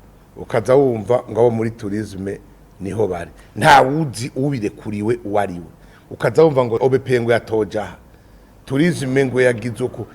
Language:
Rundi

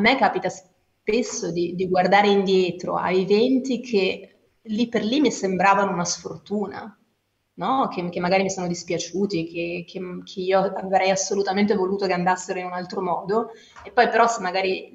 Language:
Italian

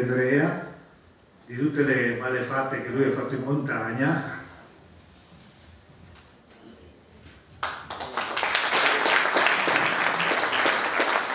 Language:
Italian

